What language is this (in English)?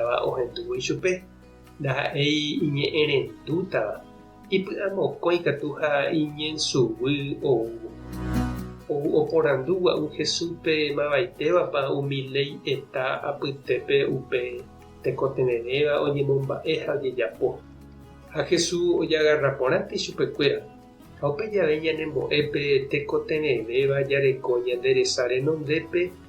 Guarani